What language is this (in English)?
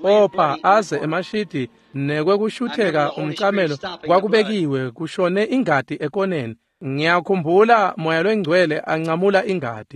Swati